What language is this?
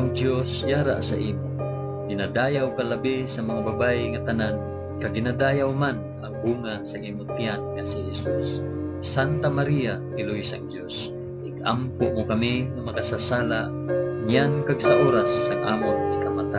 Hiligaynon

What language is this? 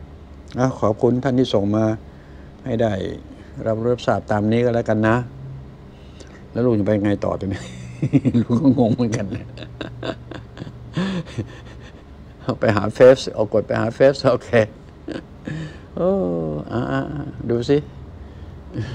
Thai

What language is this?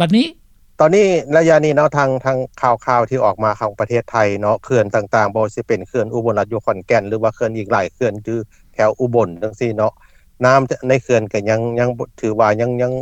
Lao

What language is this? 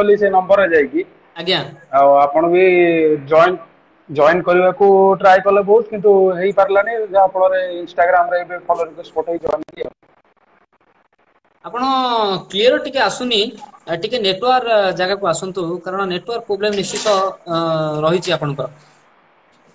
Odia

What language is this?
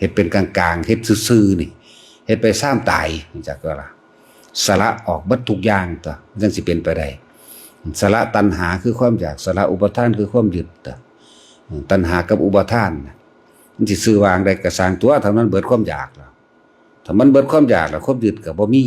Lao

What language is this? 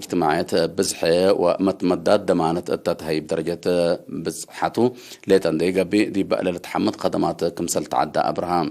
Tigre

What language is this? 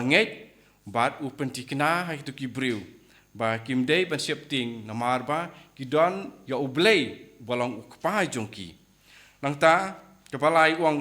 Khasi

